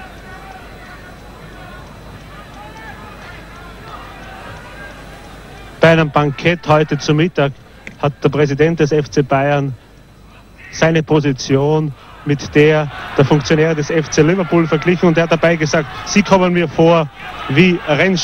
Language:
German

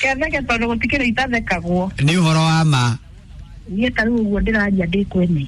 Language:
Kikuyu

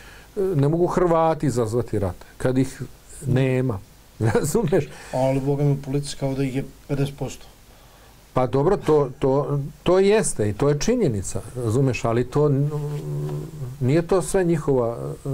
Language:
Bosnian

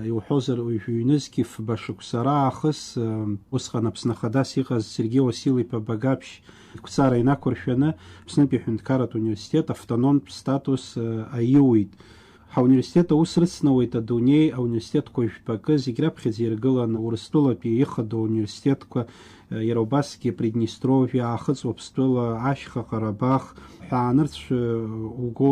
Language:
Abkhazian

